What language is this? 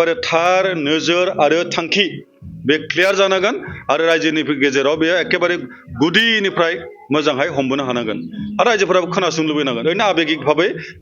Bodo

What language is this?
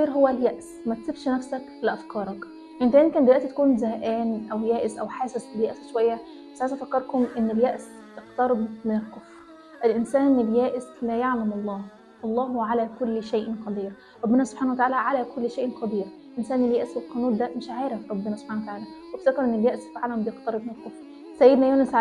Egyptian Arabic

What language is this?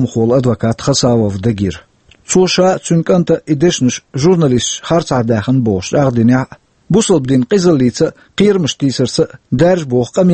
Chechen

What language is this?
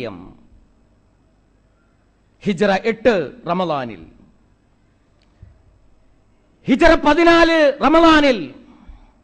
Malayalam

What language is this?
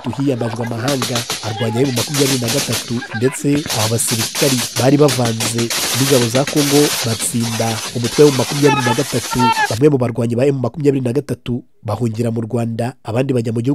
Kinyarwanda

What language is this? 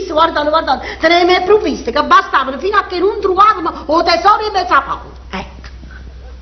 Neapolitan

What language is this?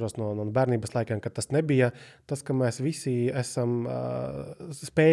Latvian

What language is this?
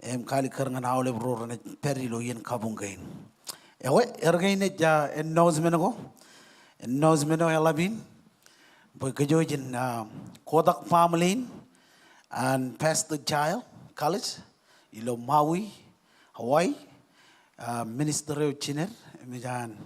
Marshallese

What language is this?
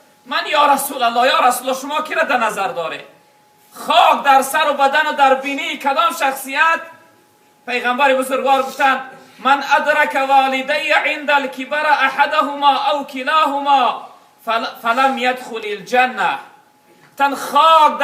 Tajik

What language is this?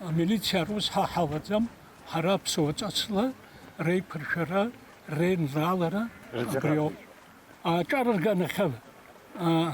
Abkhazian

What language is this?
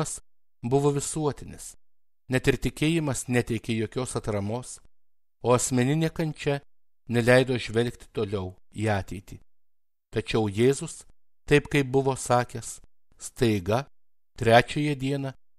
Lithuanian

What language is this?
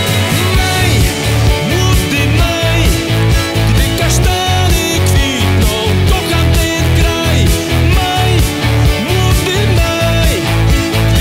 Polish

